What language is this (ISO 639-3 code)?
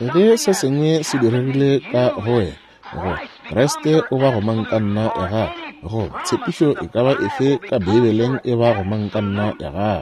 nso